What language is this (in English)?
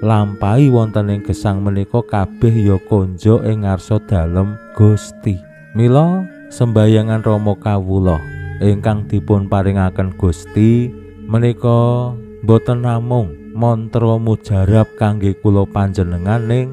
Javanese